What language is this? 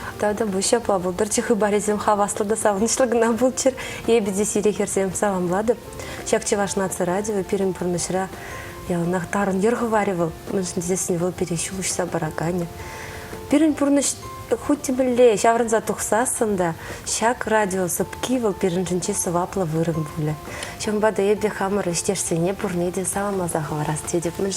Chuvash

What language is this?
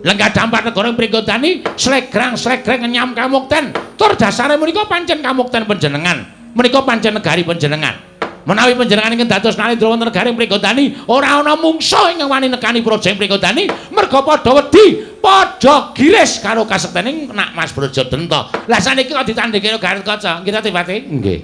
Javanese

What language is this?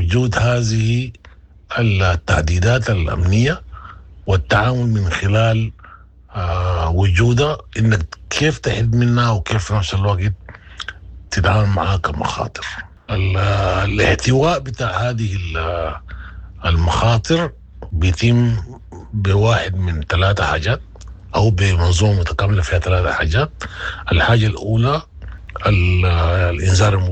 Sudanese Arabic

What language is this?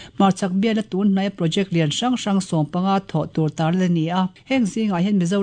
Mizo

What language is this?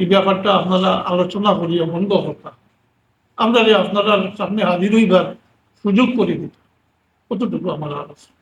Sylheti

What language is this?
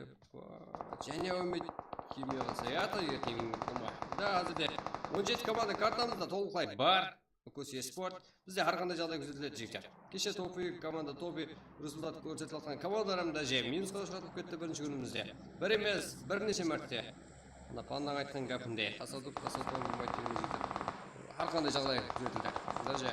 Kara-Kalpak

